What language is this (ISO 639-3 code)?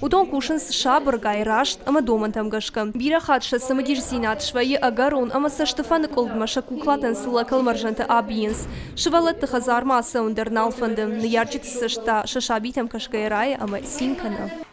oss